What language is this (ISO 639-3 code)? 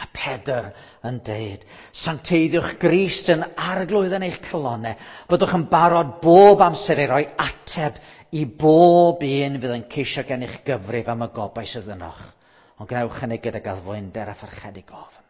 cym